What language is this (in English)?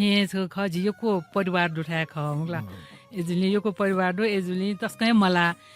Newari